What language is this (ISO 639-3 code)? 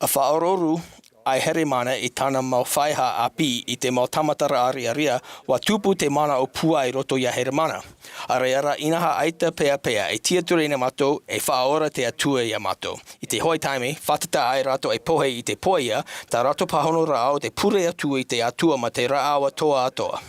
tah